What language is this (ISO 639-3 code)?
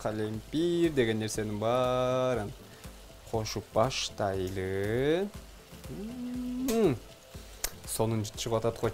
kir